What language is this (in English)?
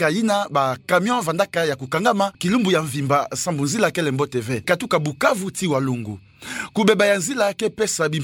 Kituba (Democratic Republic of Congo)